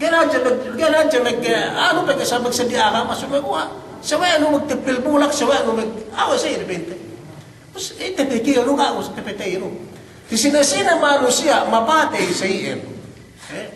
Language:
Yakan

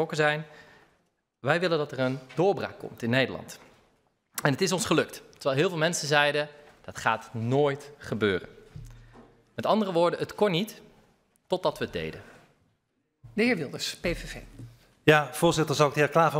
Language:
Dutch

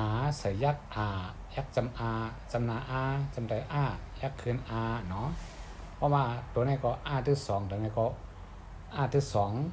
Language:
Shan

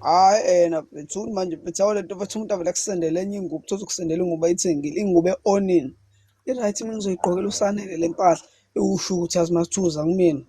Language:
Zulu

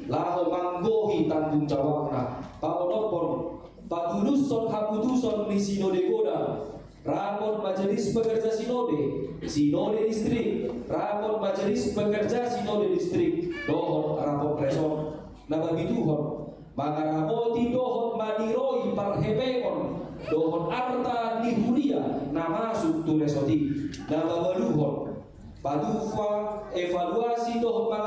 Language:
Batak Toba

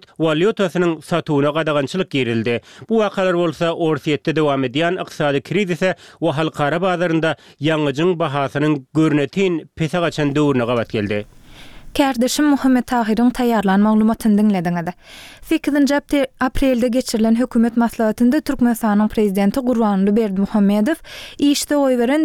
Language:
Turkmen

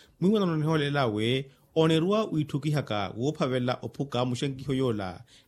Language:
Makhuwa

